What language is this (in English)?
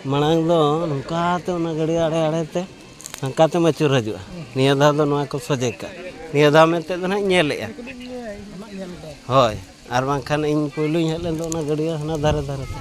Santali